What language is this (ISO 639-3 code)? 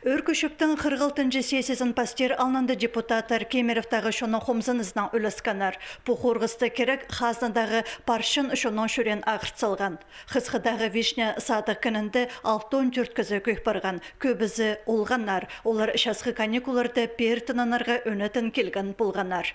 kjh